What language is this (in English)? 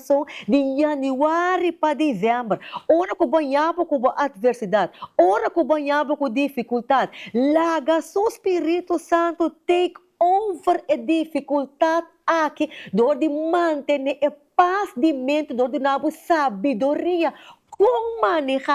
Papiamento